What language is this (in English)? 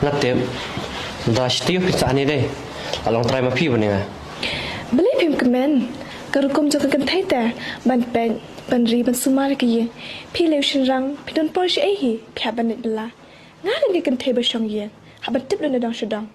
Khasi